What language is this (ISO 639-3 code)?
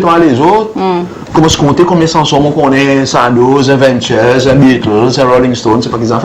crs